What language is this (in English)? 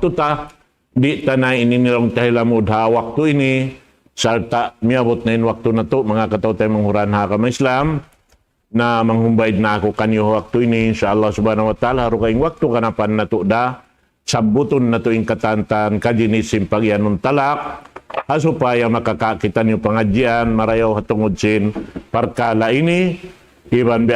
Tausug